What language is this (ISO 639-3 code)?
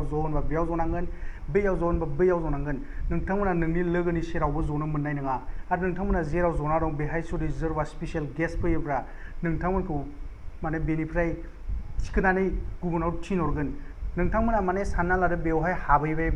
brx